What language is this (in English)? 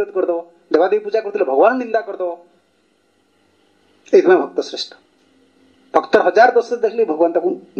Odia